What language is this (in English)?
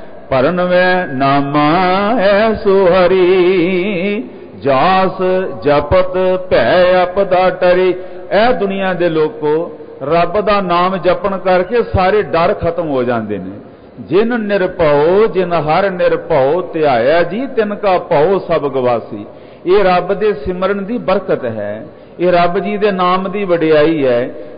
Punjabi